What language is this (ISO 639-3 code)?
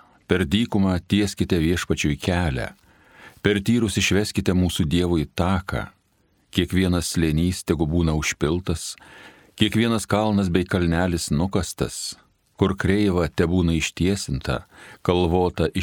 lit